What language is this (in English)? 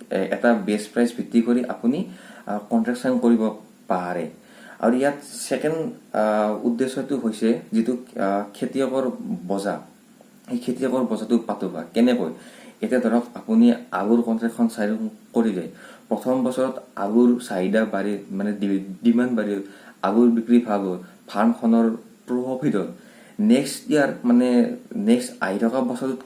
Assamese